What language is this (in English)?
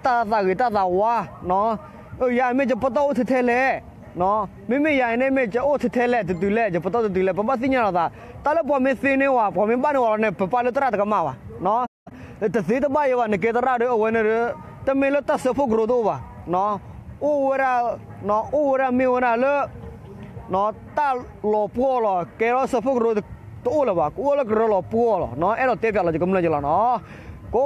S'gaw Karen